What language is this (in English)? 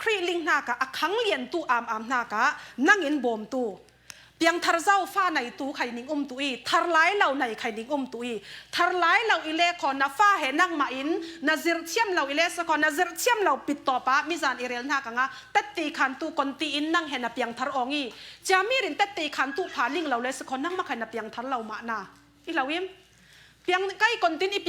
Falam Chin